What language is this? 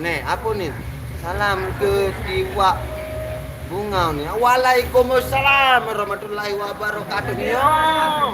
Sasak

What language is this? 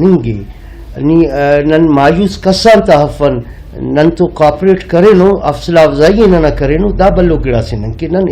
Brahui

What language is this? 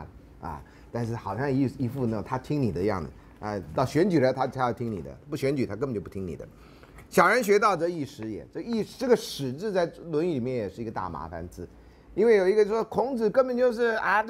Chinese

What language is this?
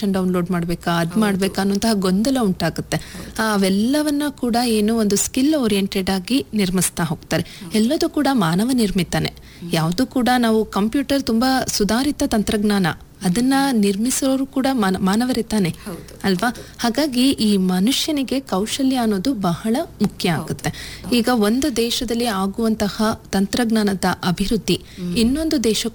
Kannada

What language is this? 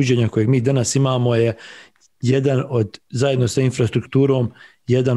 Bosnian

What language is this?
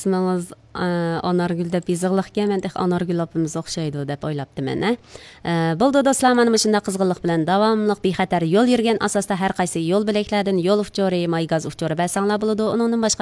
Uyghur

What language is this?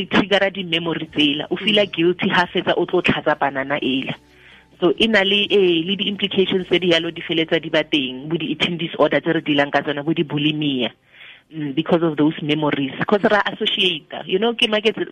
Tswana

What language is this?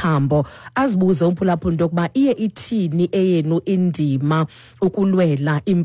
Xhosa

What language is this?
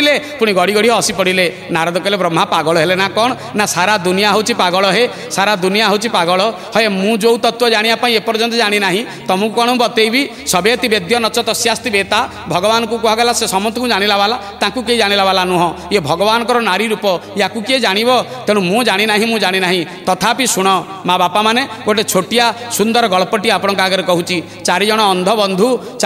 Odia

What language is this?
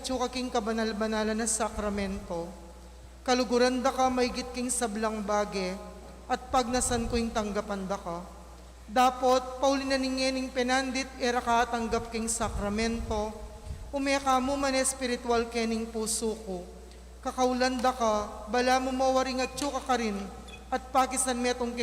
Pampanga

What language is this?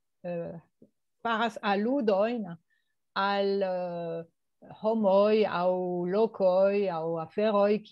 Esperanto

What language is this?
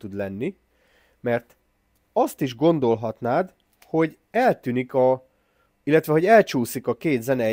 Hungarian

